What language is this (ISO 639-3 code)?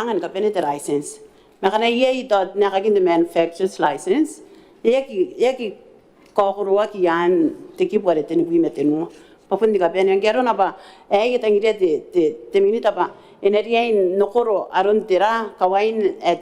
gil